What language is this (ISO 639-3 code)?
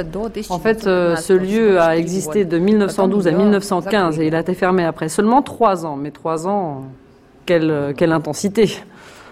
fra